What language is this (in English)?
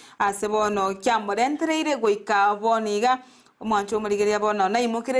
Gusii